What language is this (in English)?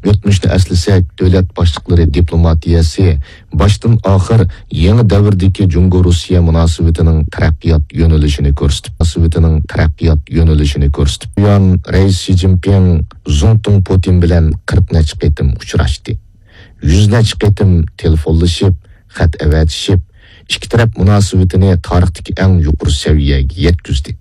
Uyghur